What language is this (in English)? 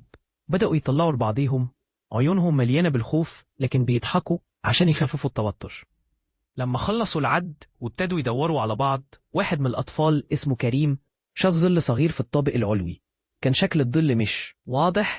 Egyptian Arabic